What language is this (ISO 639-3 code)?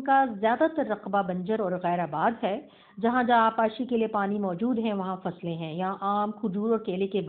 urd